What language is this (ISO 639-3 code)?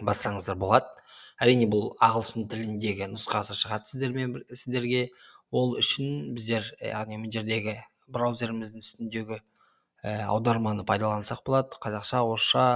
kaz